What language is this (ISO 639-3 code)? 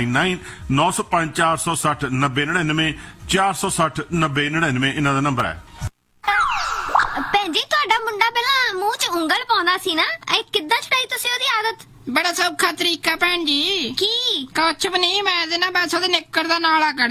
pan